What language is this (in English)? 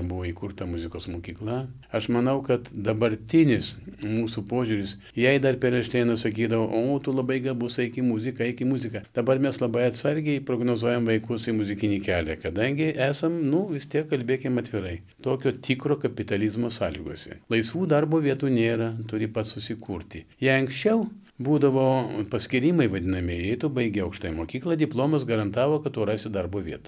Lithuanian